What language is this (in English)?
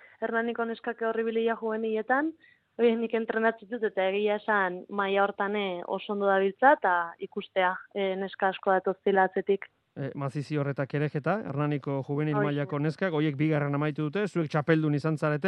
Basque